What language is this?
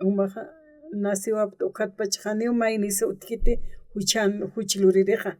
Aymara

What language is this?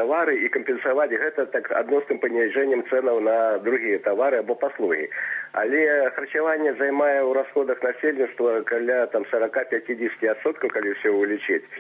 Belarusian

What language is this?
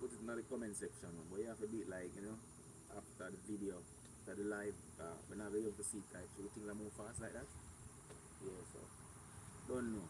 Jamaican Creole English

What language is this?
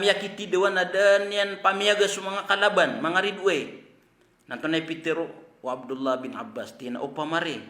Maranao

